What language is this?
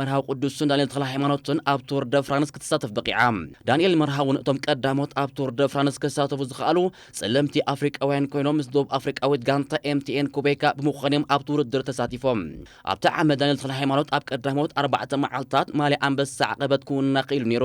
Tigrinya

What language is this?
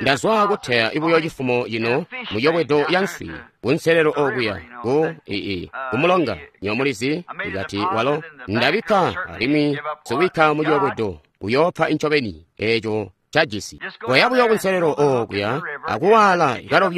Tonga (Zambia)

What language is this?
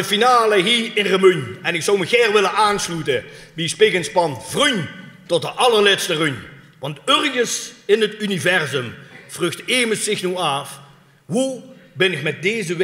Limburgish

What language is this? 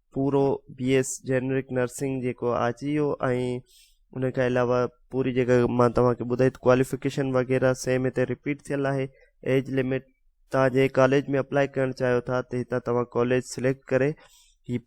Sindhi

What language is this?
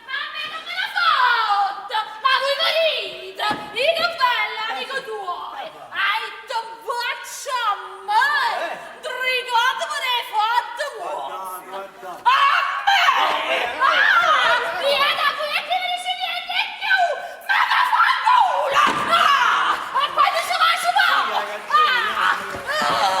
Neapolitan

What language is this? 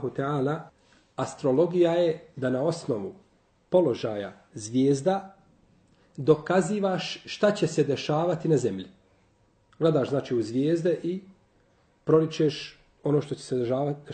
Bosnian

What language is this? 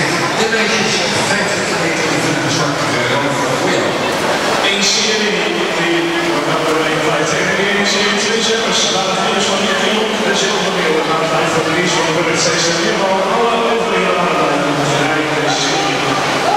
Dutch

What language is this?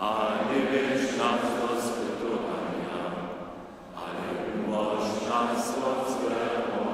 Upper Sorbian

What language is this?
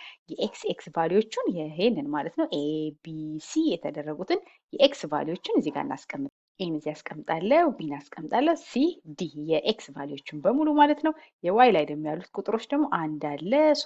Amharic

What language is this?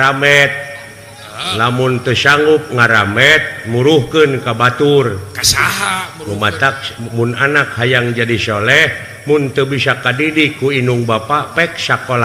Sundanese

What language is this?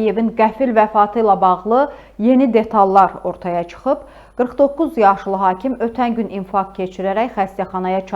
Azerbaijani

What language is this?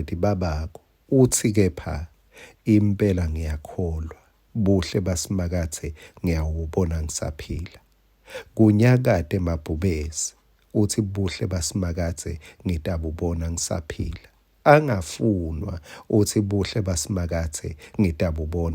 Swati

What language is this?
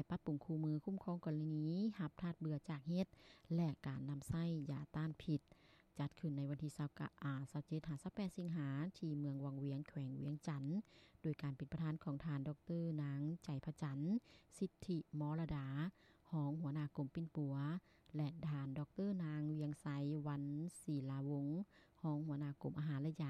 Lao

